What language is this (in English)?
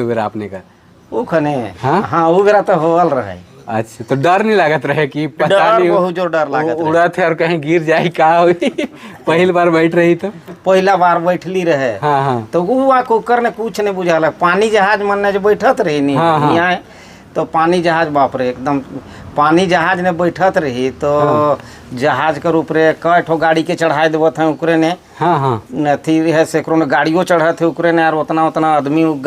Sadri